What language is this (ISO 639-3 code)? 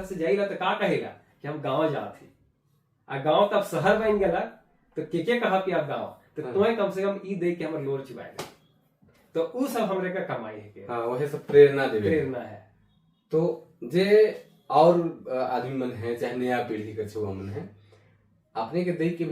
sck